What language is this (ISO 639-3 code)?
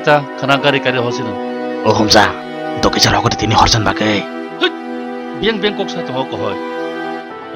trp